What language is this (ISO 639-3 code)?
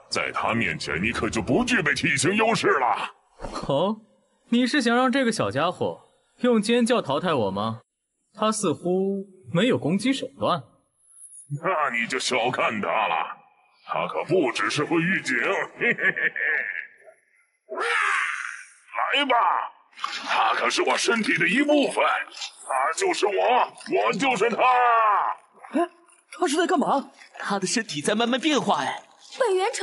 zho